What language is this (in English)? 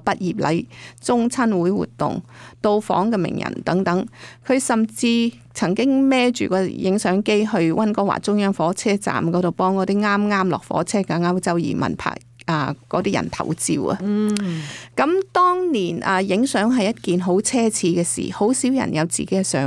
Cantonese